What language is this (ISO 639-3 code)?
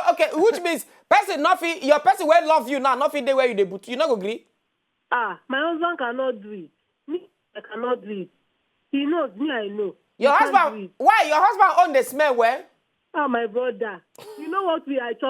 pcm